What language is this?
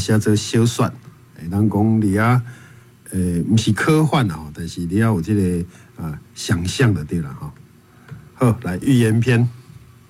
Min Nan Chinese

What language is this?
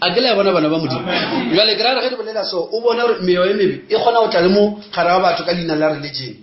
Northern Sotho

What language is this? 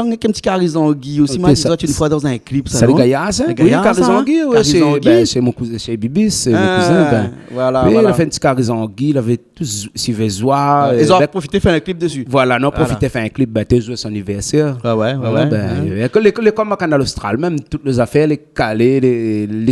Réunion Creole French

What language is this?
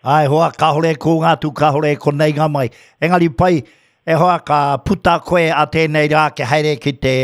Māori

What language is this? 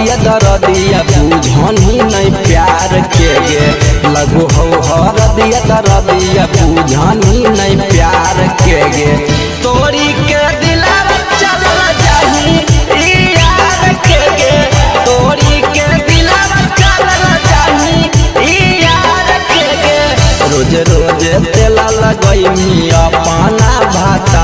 Magahi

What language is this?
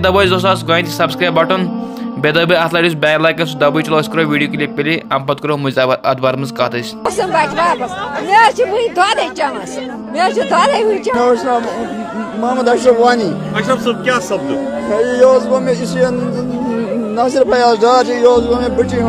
Kashmiri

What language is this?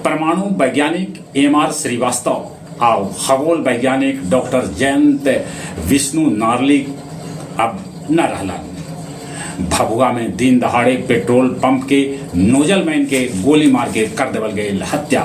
Magahi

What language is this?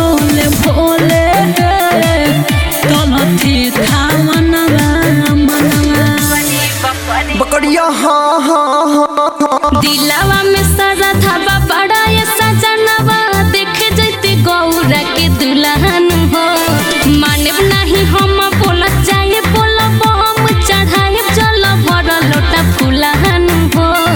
Bhojpuri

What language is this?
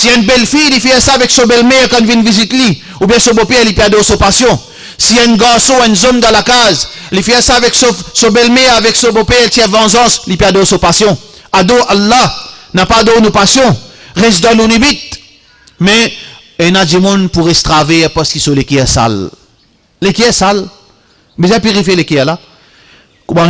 Morisyen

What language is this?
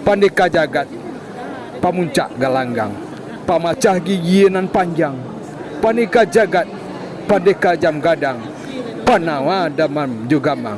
Minangkabau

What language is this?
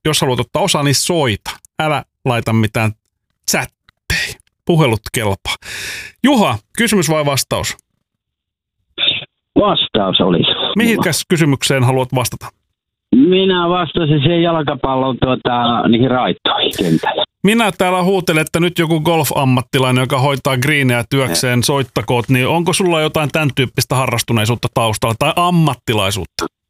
Finnish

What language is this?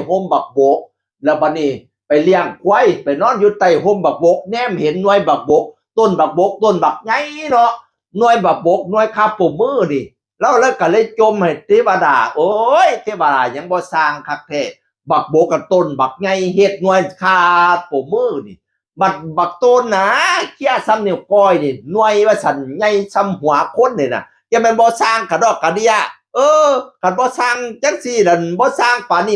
Northeastern Thai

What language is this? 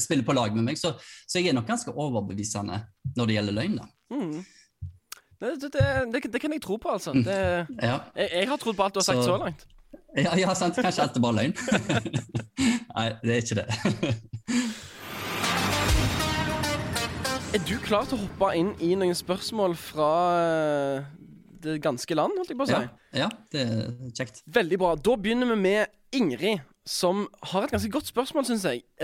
Norwegian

